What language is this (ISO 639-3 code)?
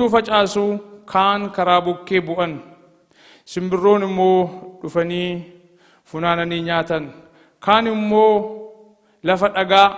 orm